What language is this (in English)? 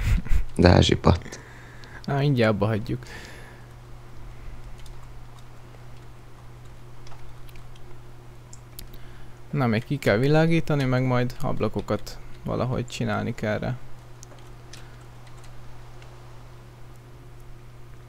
Hungarian